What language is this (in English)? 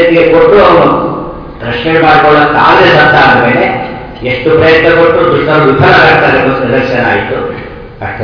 Kannada